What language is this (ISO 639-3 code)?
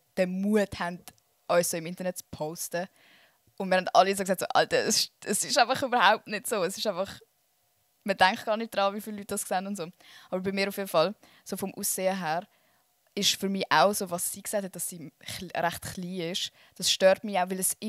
gsw